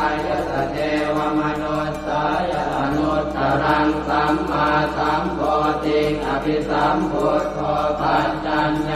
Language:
Pali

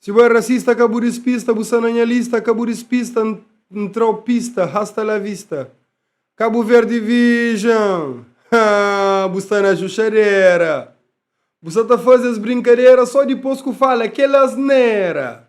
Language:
Kabuverdianu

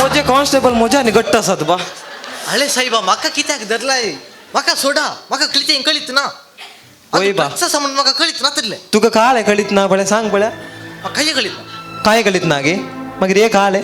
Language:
Konkani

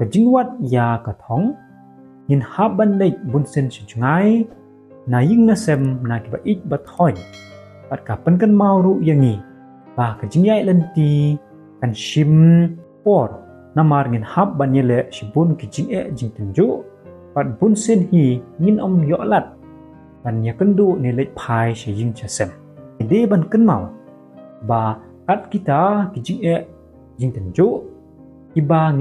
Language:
Khasi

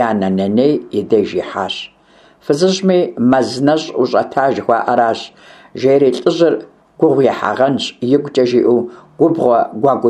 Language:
Kabardian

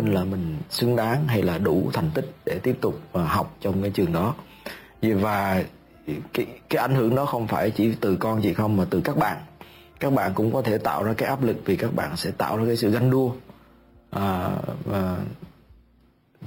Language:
Vietnamese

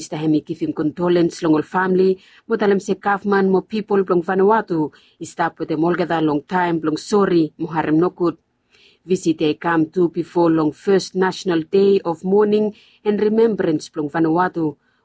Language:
Bislama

